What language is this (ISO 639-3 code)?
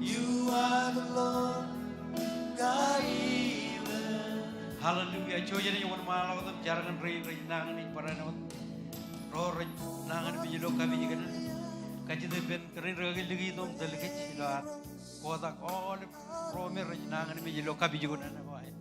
mah